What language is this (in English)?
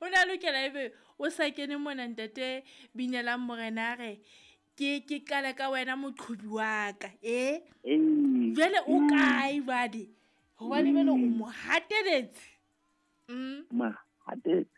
Southern Sotho